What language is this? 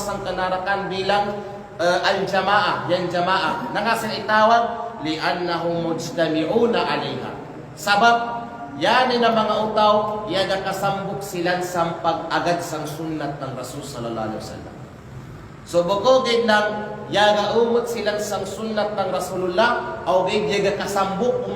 Kalagan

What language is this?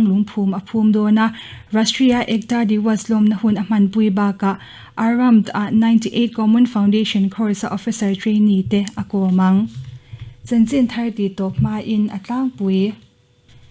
Mizo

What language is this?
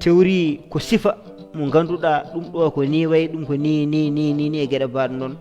Fula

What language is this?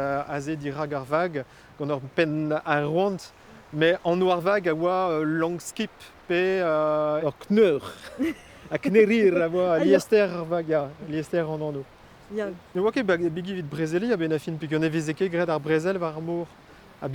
Breton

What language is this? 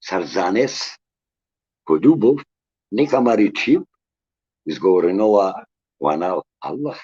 Balkan Romani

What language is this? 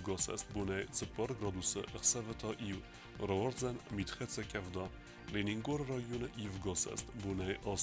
Ossetic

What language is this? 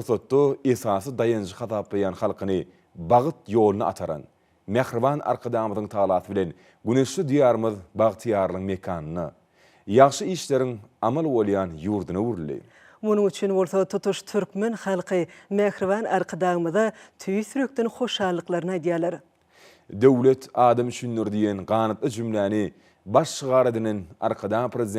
Turkmen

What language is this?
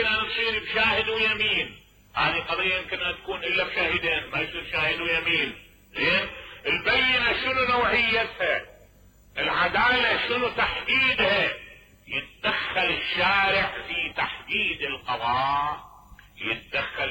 Mesopotamian Arabic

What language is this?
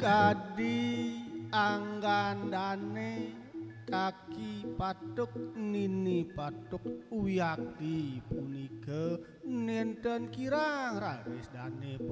Balinese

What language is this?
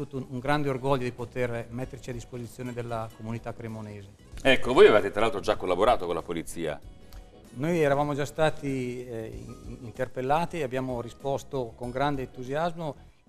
Italian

